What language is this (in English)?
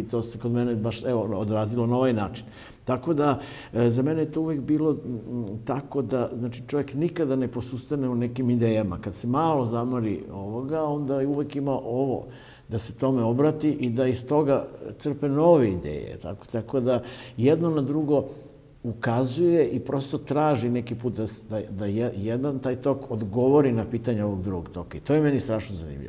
Serbian